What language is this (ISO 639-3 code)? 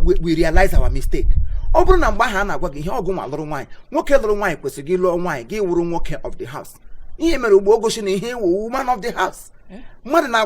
ibo